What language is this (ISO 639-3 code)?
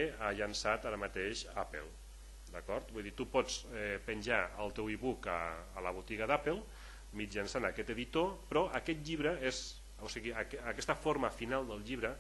cat